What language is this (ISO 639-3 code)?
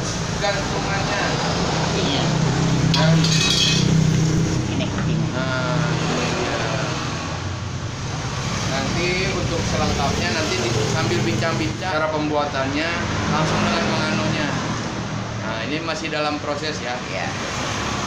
ind